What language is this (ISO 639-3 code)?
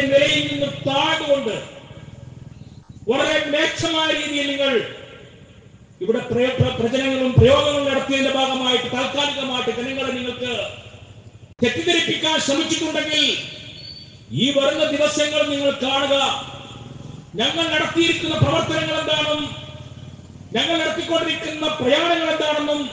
mal